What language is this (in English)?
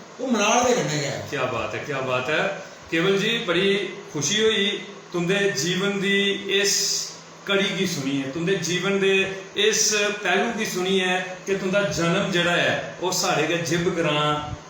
Dogri